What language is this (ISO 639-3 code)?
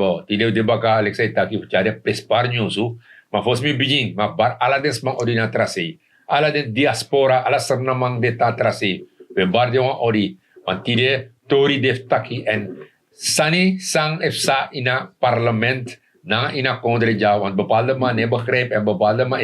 srn